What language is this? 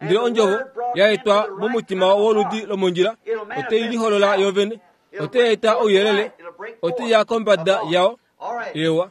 Kuanyama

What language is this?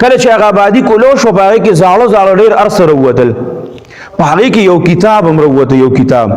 Pashto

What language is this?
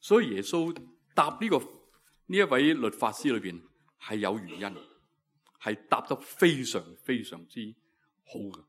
Cantonese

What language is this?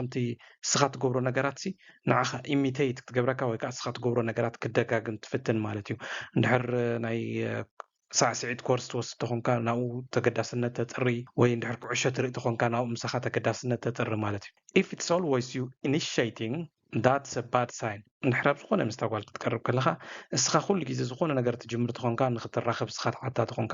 Tigrinya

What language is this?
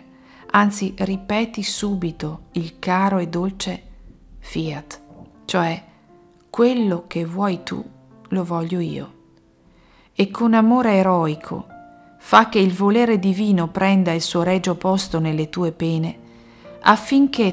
Italian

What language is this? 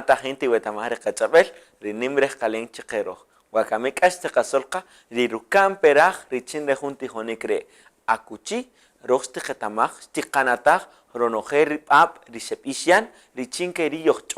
Kaqchikel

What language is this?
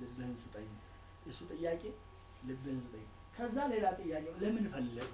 Amharic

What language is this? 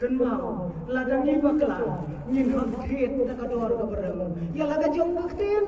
Khasi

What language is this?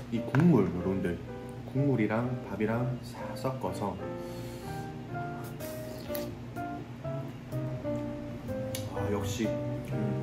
Korean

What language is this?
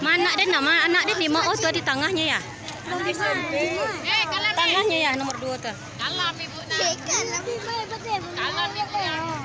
Minangkabau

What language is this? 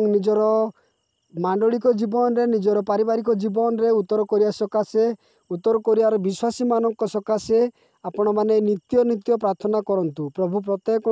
Odia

